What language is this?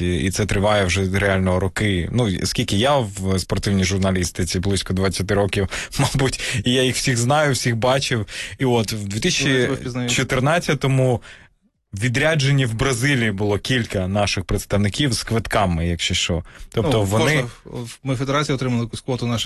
Ukrainian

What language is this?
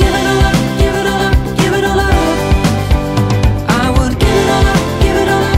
English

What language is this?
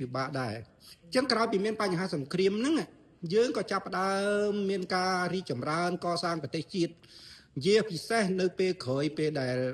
Khmer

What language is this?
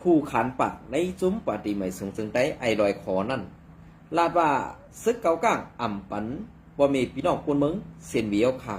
Shan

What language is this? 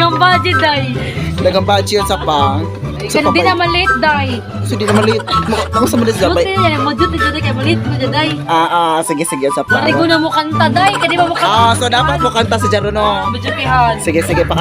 Cebuano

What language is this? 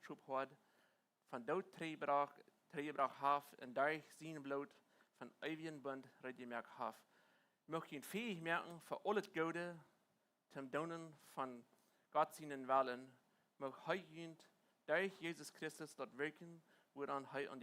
Plautdietsch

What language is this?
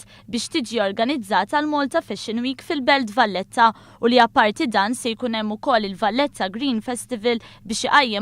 Maltese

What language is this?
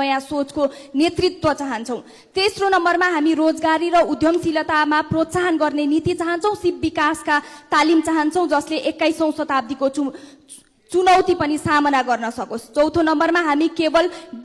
Nepali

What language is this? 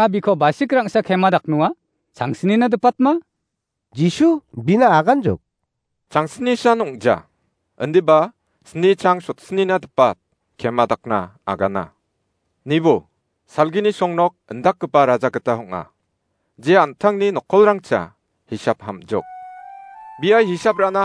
Garo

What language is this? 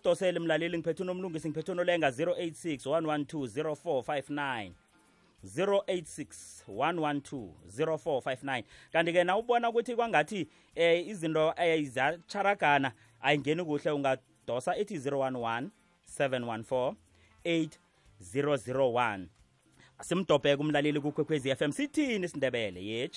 South Ndebele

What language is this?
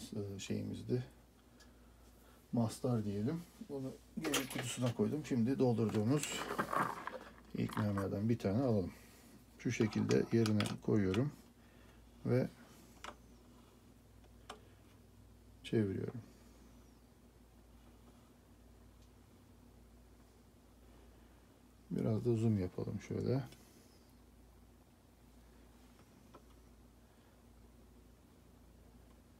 Turkish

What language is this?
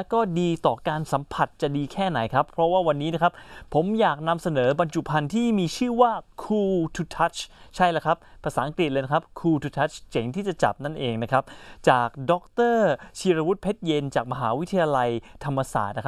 Thai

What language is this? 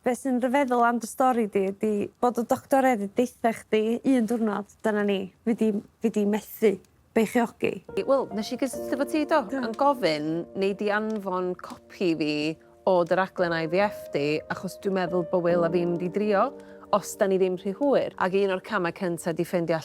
Welsh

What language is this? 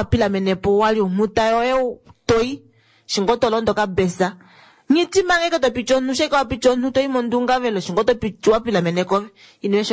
Kuanyama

